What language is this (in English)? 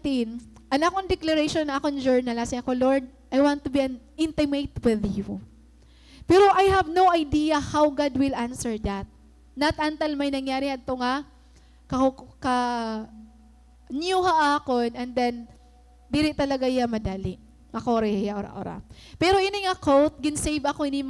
Waray